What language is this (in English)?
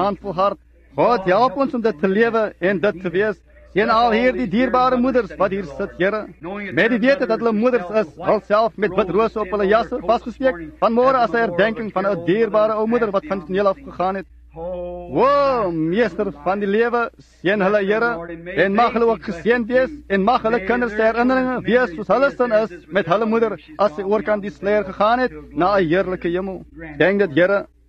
Afrikaans